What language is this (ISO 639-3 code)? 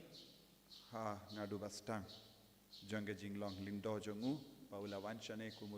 kha